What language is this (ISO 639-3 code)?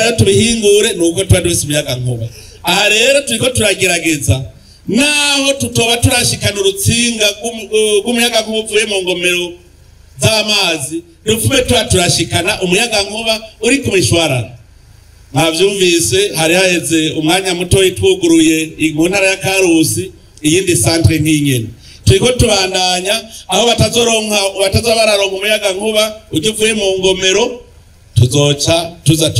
run